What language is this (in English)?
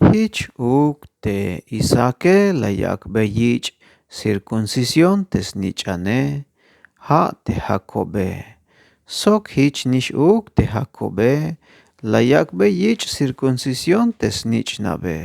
Tzeltal